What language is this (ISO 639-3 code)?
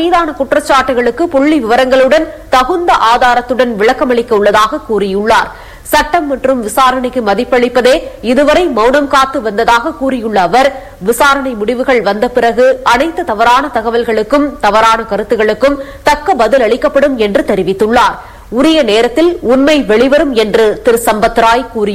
tam